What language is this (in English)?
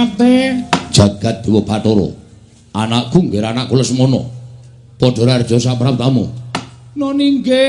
Javanese